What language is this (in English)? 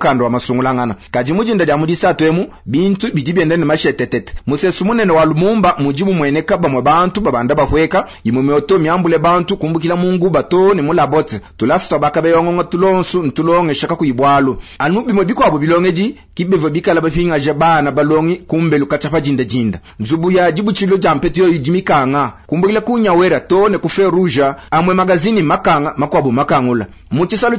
Luba-Lulua